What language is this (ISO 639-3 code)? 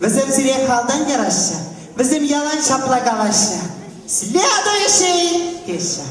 chv